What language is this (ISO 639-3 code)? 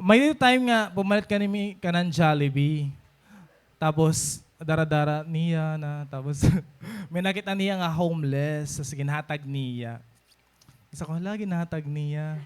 war